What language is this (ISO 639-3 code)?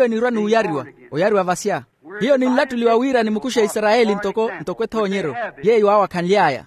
vmw